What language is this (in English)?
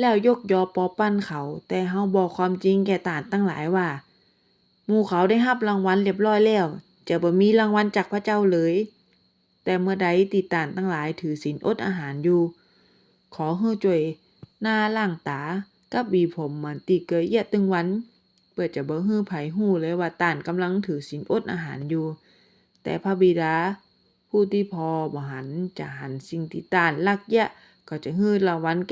Northern Thai